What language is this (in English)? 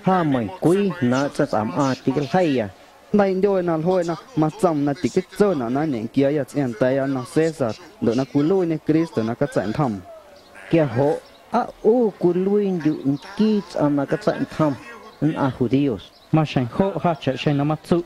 Guerrero Amuzgo